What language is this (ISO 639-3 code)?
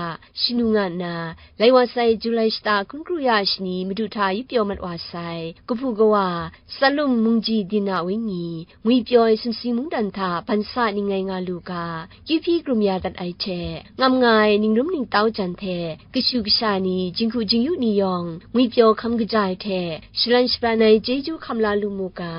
kac